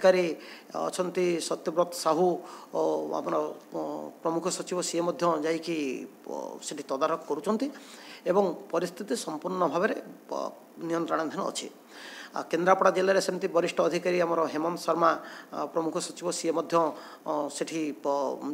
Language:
Odia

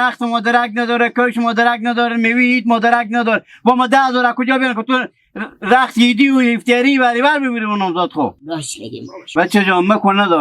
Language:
Hazaragi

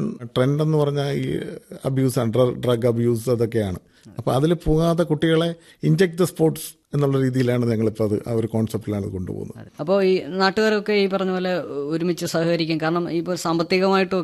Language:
Malayalam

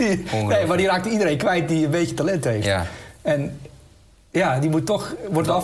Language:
Dutch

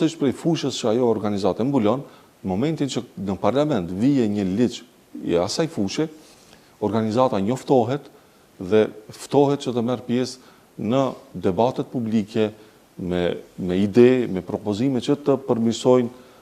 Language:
Albanian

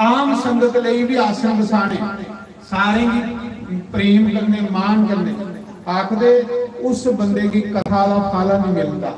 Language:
Dogri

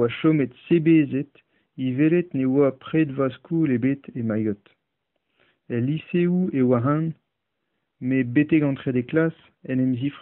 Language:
Breton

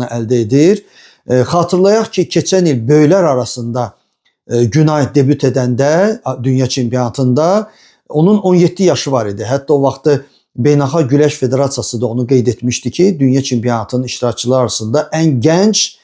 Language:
Azerbaijani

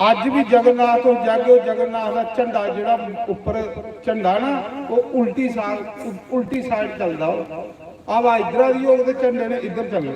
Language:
Dogri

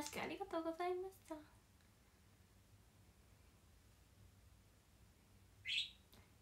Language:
Japanese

